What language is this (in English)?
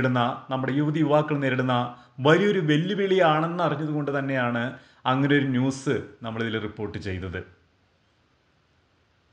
Malayalam